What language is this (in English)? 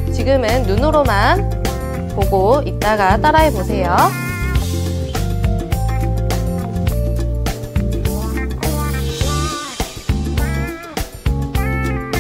Korean